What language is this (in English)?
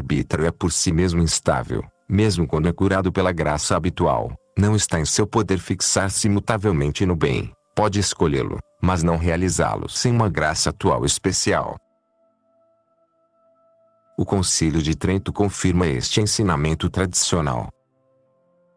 Portuguese